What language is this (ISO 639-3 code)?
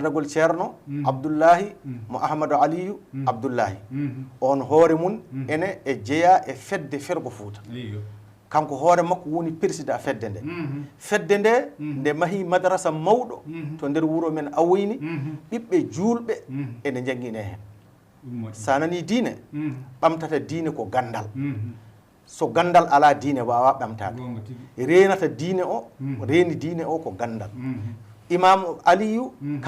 ful